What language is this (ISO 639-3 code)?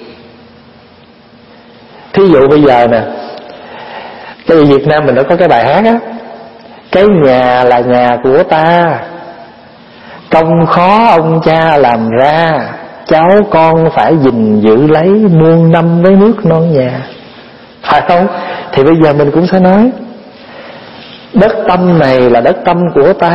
vie